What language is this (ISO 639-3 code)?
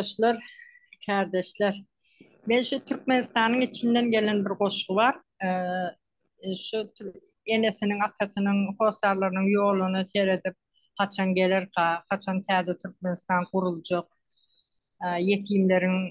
tuk